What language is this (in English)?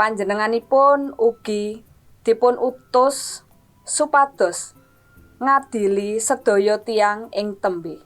Javanese